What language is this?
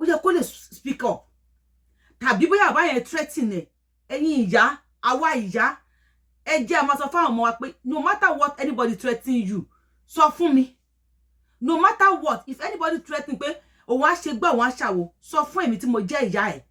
Yoruba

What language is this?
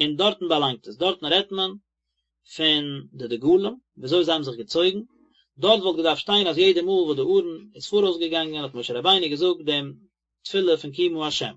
Yiddish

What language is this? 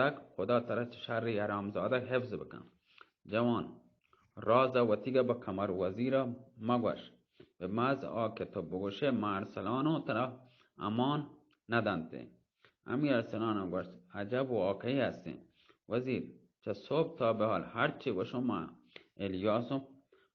Baluchi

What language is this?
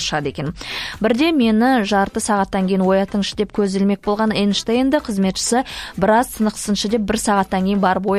Kazakh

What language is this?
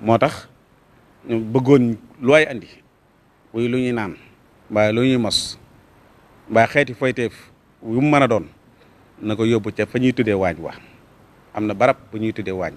Wolof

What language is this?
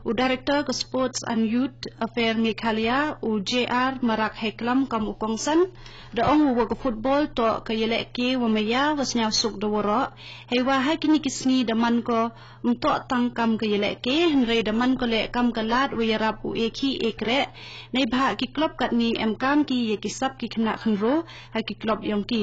Khasi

